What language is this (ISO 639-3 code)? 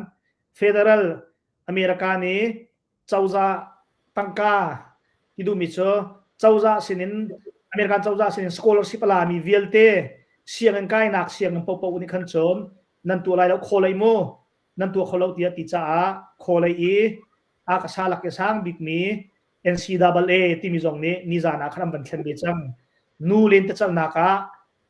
cnh